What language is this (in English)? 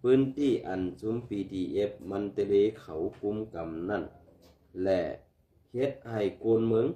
Shan